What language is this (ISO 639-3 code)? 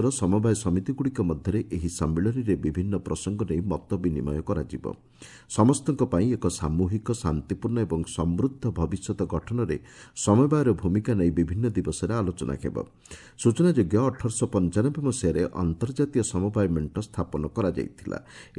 ori